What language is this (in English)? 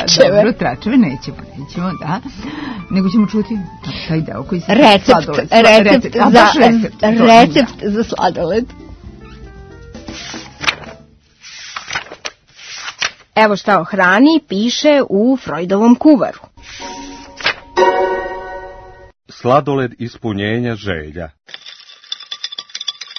Serbian